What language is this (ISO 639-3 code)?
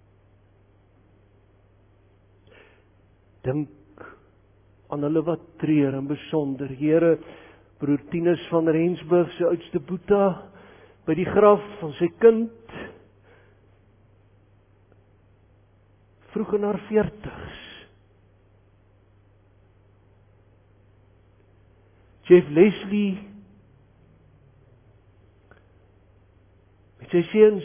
afr